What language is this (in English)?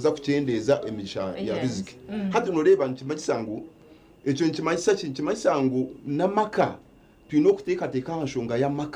Nyankole